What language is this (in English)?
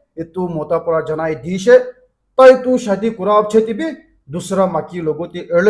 Naga Pidgin